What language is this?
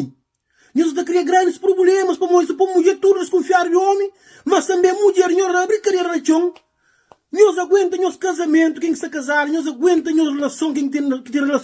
Kabuverdianu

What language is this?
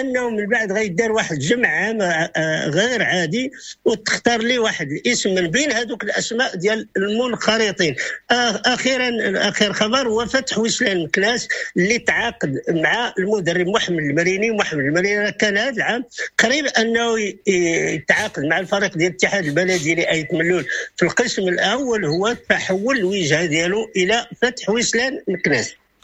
Moroccan Arabic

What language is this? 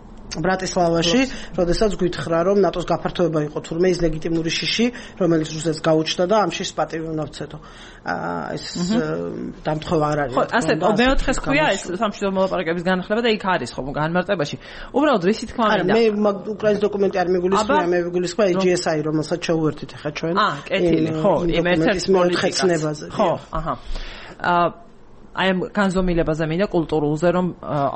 Georgian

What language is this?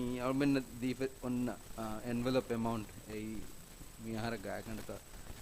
Divehi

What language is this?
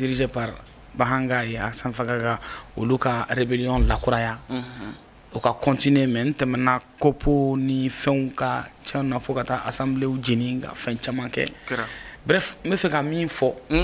Bambara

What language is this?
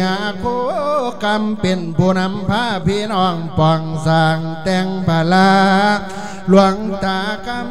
Lao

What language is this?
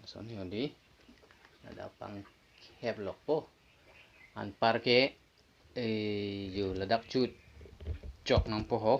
Karbi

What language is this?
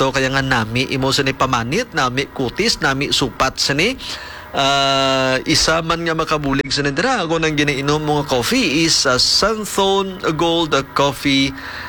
Hiligaynon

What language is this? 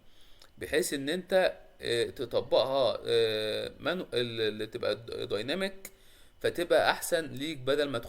Egyptian Arabic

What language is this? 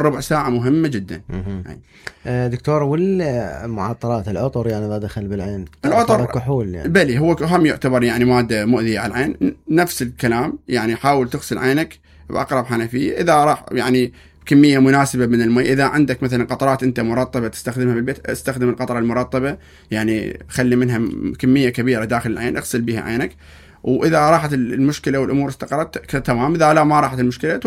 Mesopotamian Arabic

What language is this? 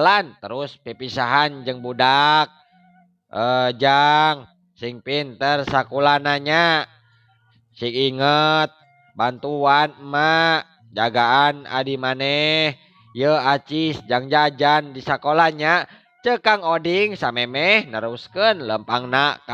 Sundanese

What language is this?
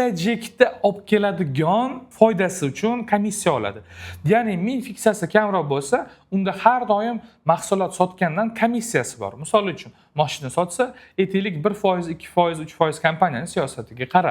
Uzbek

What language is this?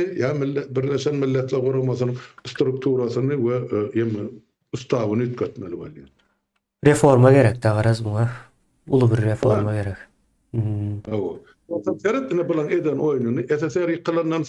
Turkmen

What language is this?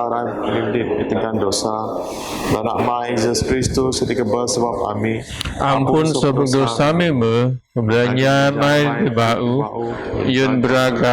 Biatah Bidayuh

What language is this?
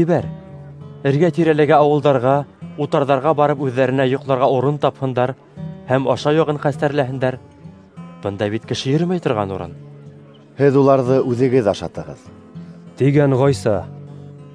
Bashkir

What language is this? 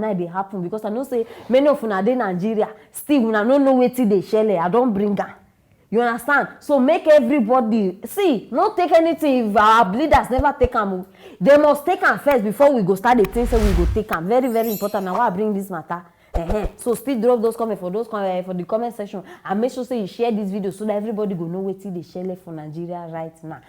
Nigerian Pidgin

